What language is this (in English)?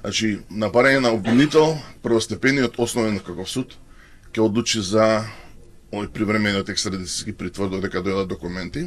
Macedonian